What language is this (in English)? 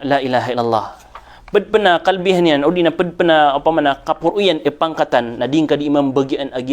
Maranao